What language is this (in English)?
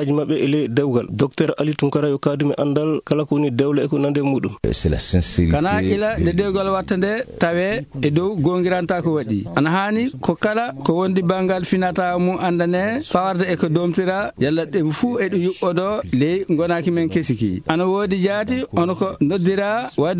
Fula